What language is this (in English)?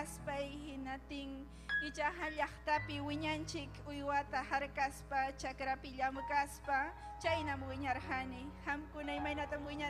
Ayacucho Quechua